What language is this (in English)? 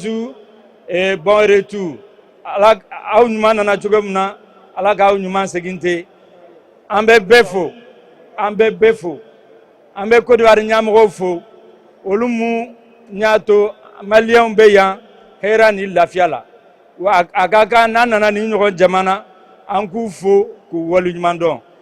Bambara